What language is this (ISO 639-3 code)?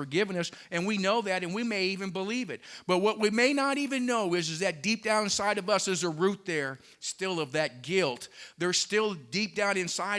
eng